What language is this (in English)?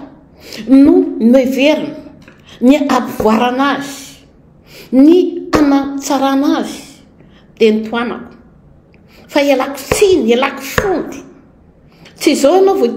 Malagasy